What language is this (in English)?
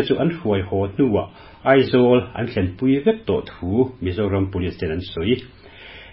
Mizo